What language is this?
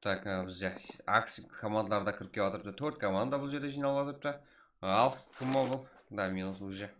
Kara-Kalpak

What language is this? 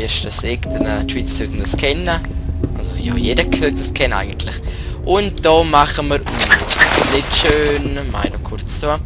Swiss German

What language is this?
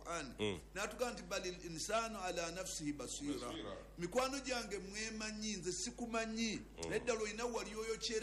Ganda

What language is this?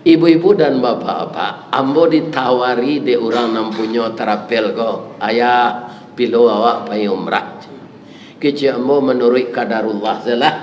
Minangkabau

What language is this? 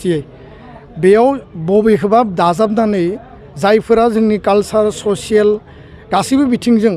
Bodo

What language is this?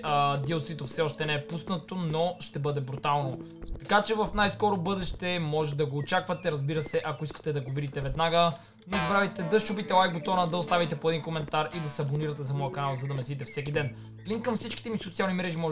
Bulgarian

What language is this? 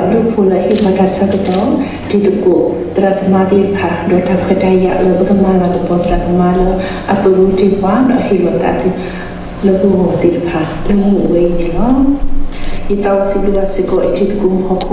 S'gaw Karen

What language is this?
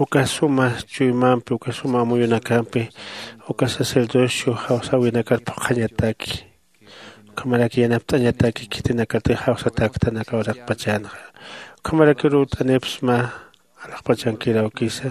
Aymara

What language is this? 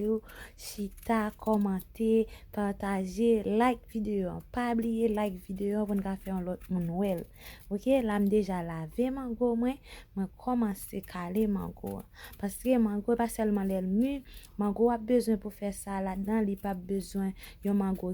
Haitian Creole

